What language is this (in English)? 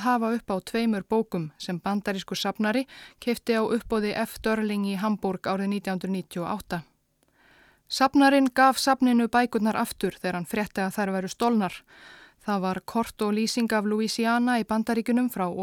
Icelandic